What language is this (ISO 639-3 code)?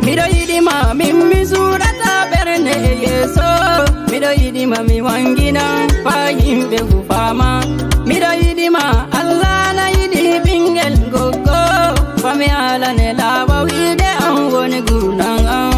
fuv